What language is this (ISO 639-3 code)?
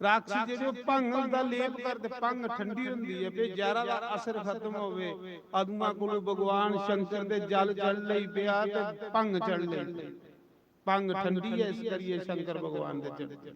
doi